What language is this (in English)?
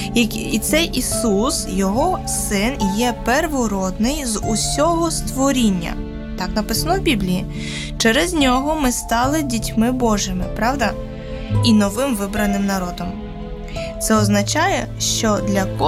Ukrainian